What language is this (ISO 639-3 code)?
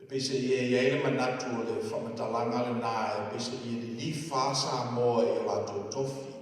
smo